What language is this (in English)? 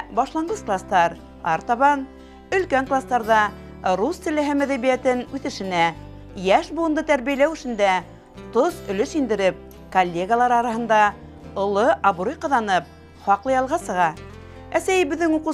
Bashkir